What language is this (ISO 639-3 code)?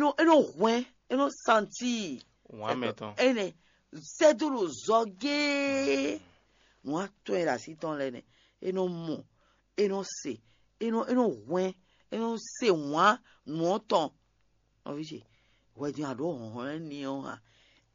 fon